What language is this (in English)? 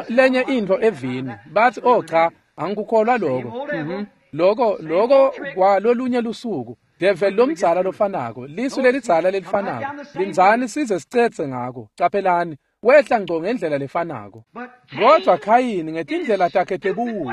Swati